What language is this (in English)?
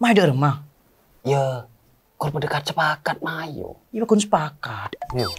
Madurese